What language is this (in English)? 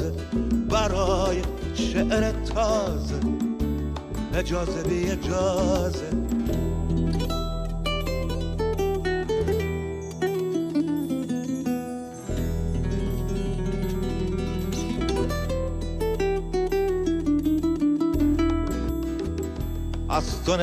Persian